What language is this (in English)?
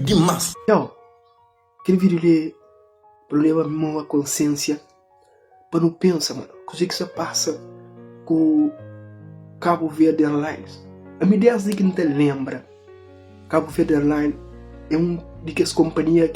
Kabuverdianu